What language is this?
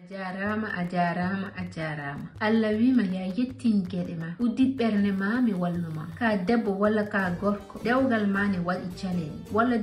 Fula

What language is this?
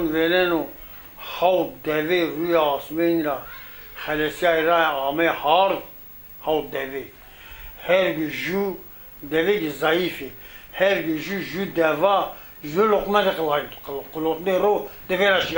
Zaza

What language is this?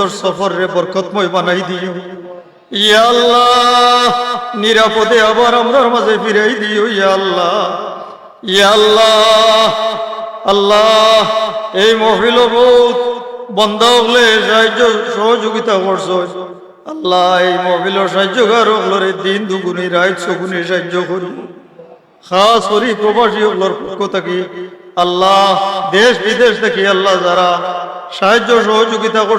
Sylheti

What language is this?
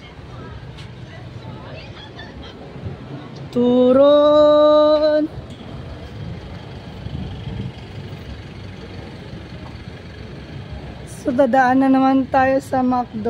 Filipino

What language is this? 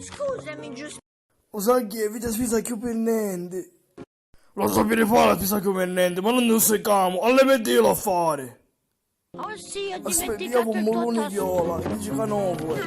Sicilian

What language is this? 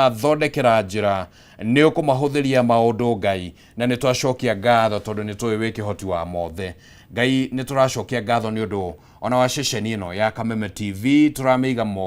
Kikuyu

